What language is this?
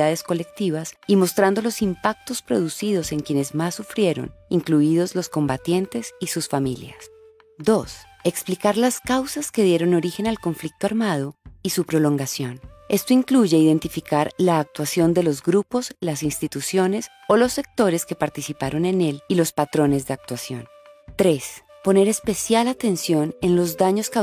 Spanish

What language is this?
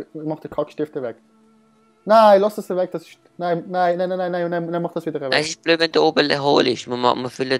Swiss German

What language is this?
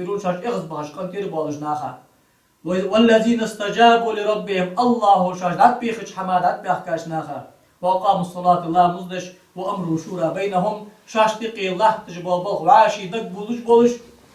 Ingush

